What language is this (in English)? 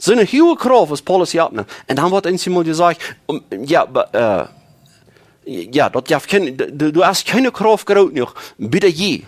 Plautdietsch